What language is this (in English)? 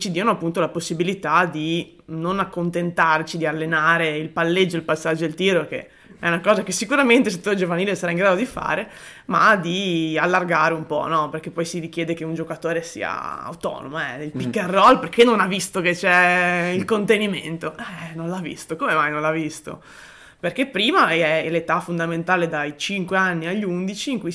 Italian